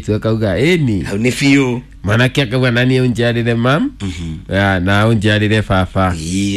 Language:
Kikuyu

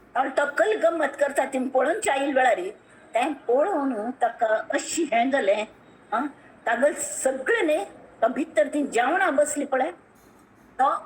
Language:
Konkani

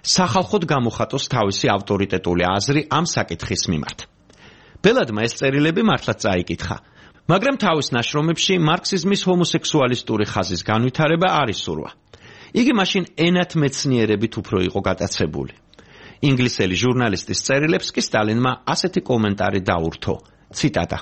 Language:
Georgian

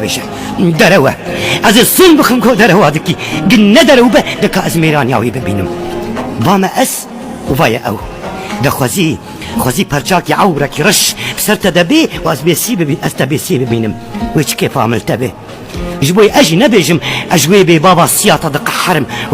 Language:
Kurdish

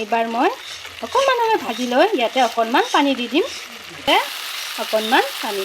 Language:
Assamese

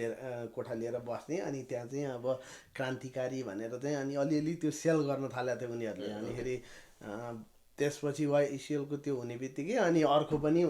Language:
Nepali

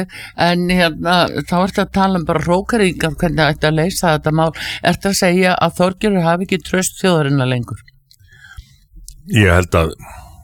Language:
Icelandic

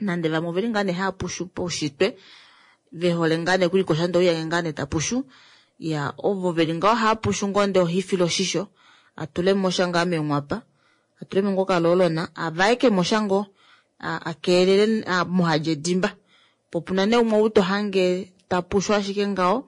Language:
Kuanyama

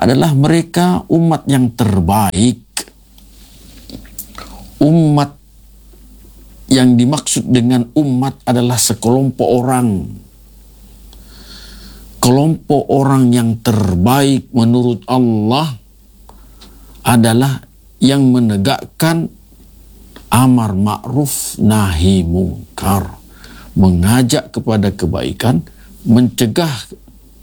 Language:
Indonesian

